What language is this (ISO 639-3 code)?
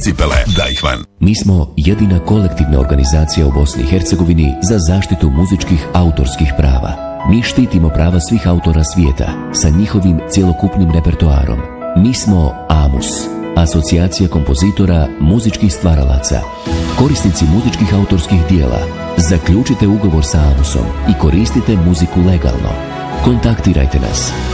bos